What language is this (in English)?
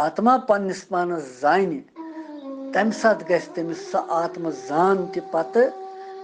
Kashmiri